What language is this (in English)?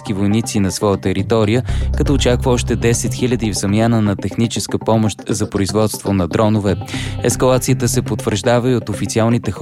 Bulgarian